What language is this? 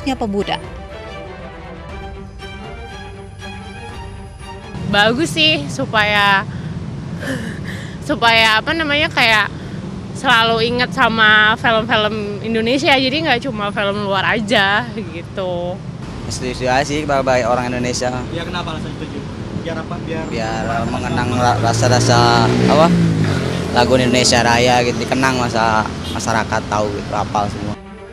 Indonesian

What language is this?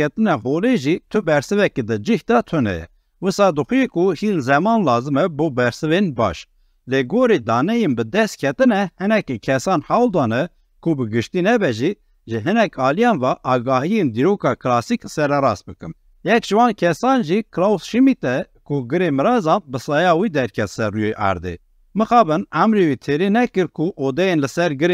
Kurdish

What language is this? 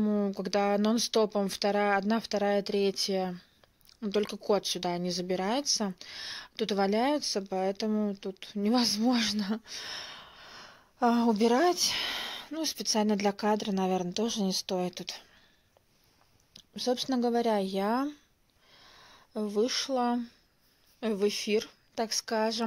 Russian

